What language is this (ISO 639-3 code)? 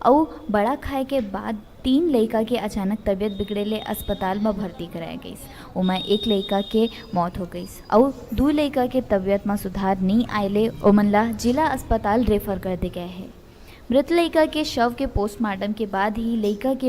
hne